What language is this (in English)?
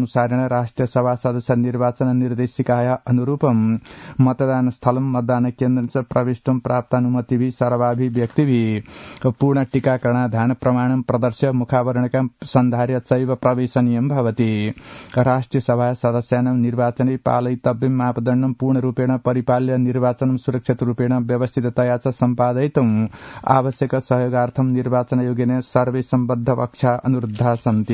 Sanskrit